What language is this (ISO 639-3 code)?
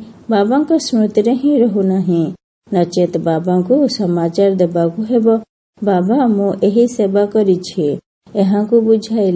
ori